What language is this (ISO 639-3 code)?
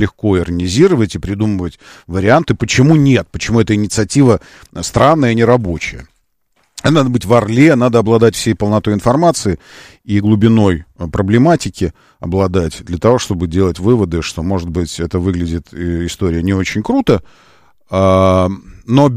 rus